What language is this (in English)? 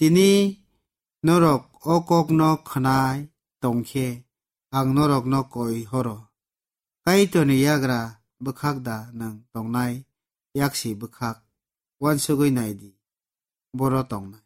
Kok Borok